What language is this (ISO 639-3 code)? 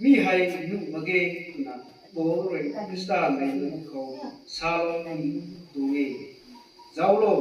nbu